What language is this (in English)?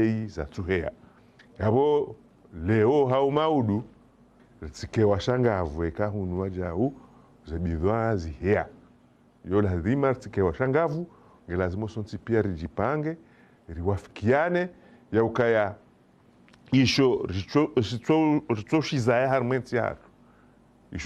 Ngazidja Comorian